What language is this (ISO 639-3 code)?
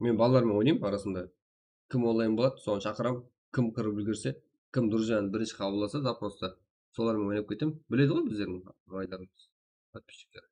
kaa